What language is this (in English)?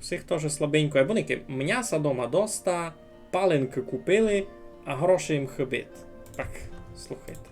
Rusyn